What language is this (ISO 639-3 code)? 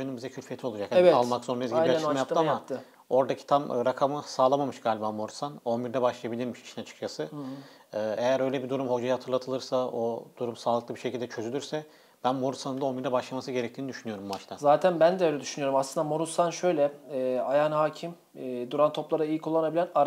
tur